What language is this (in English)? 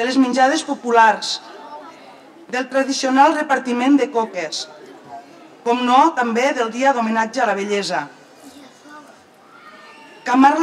Catalan